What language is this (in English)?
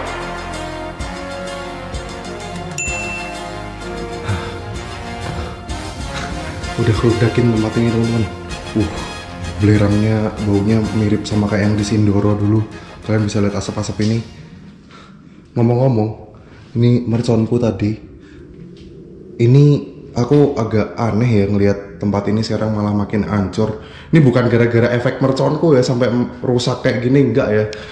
Indonesian